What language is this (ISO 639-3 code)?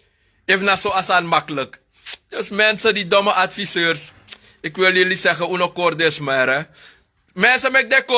srn